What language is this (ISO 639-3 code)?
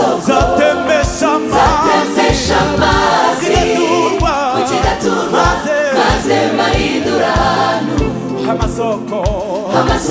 kin